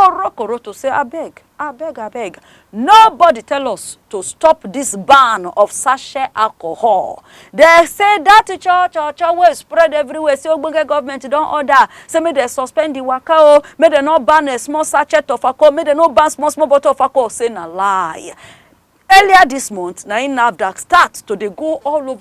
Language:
Nigerian Pidgin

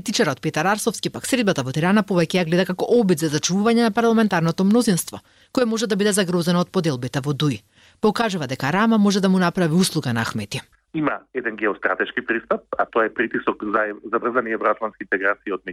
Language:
Macedonian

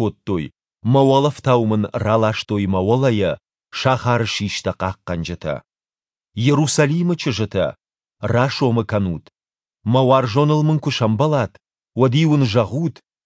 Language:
Ossetic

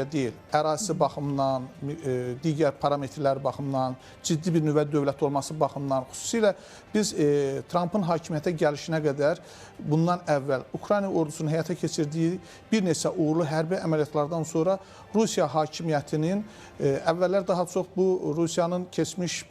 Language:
Azerbaijani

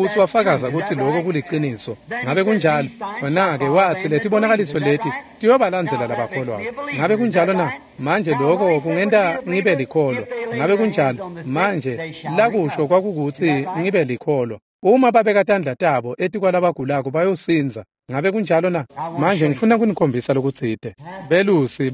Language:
Swati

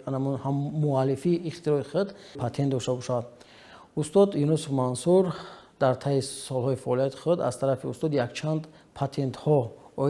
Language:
Tajik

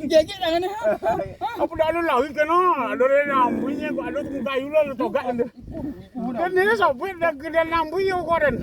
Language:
Minangkabau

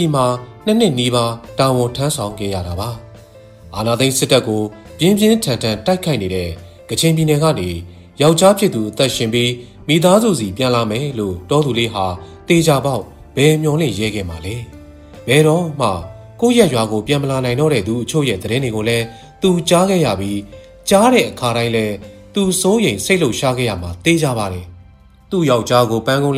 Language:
Burmese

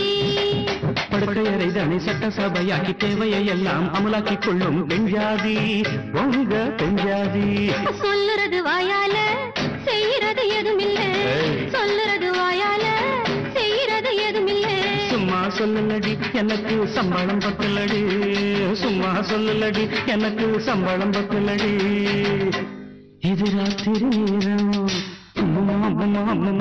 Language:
Tamil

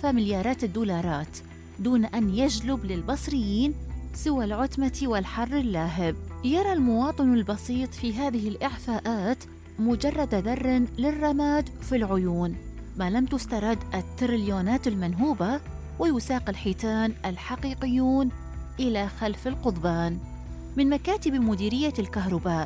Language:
Arabic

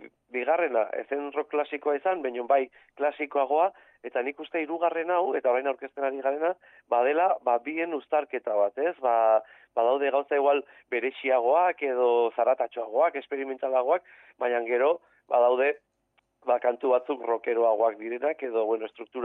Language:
Basque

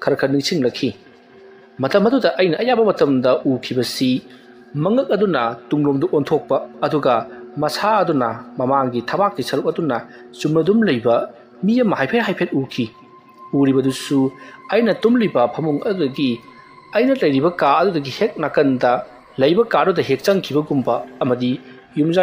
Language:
Manipuri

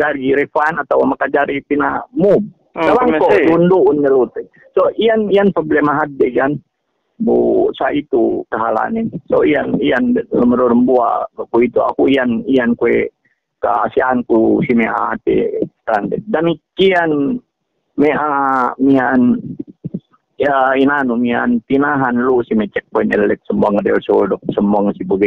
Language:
Yakan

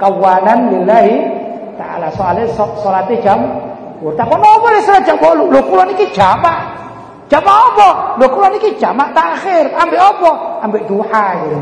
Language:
Javanese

